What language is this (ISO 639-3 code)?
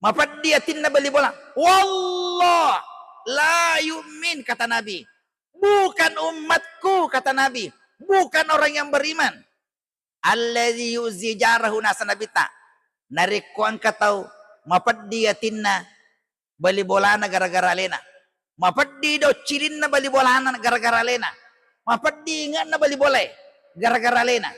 bug